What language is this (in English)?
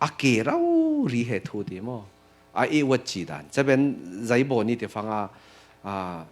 Falam Chin